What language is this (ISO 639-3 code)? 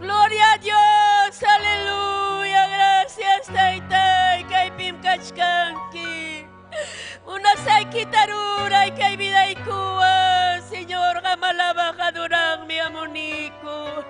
quy